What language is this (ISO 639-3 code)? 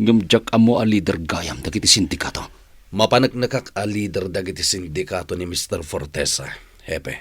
ilo